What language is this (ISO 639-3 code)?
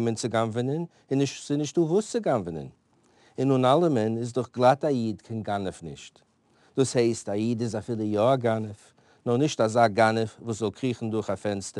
yid